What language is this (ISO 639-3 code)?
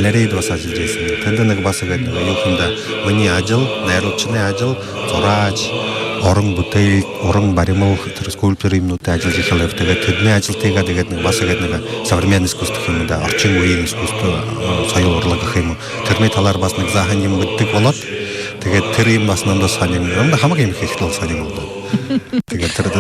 bua